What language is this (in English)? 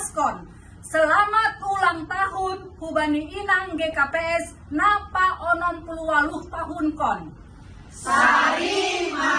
Batak Simalungun